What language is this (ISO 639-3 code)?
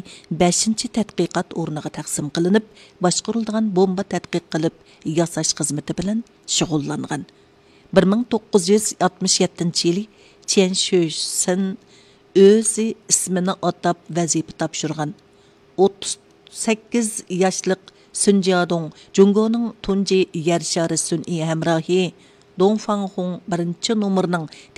uig